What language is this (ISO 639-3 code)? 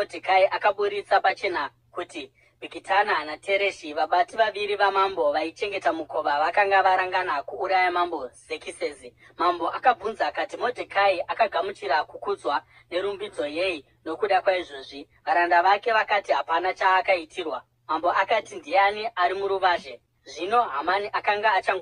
sna